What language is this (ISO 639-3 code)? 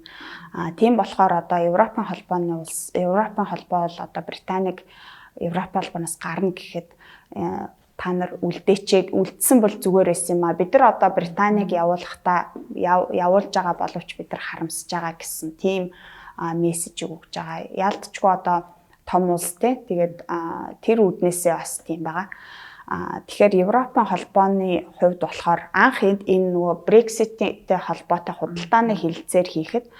mon